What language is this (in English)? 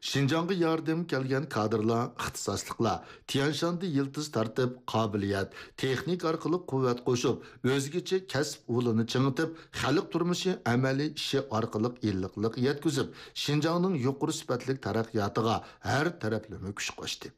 Uyghur